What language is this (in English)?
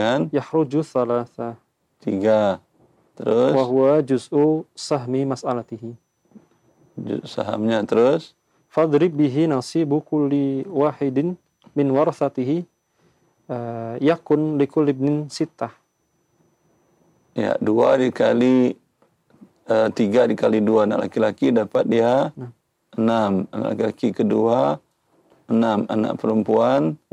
Indonesian